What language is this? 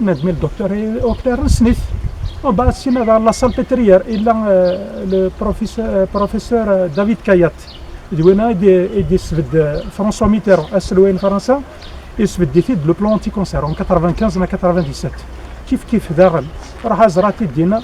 Kabyle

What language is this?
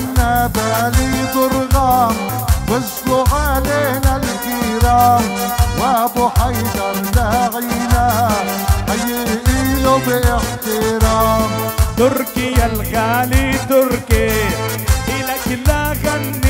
South Levantine Arabic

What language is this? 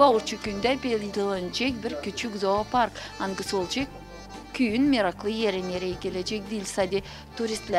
Gagauz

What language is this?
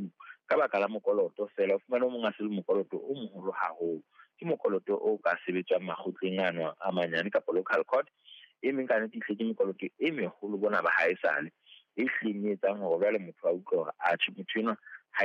Southern Sotho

